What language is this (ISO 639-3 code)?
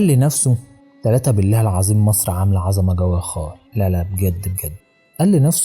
arz